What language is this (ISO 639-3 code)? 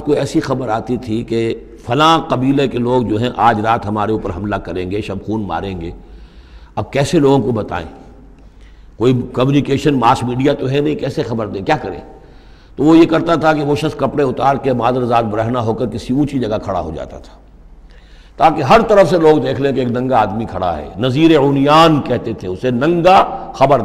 urd